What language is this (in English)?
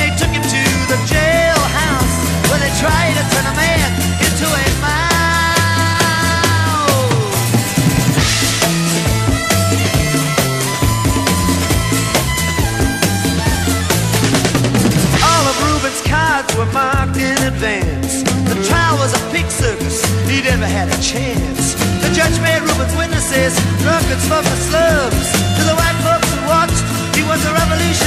English